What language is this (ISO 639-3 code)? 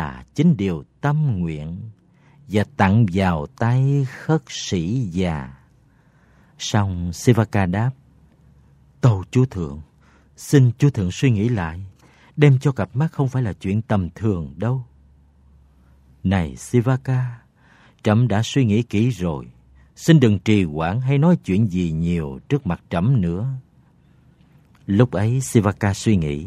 vie